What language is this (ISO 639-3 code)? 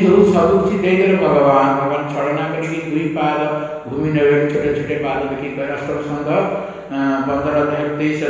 ori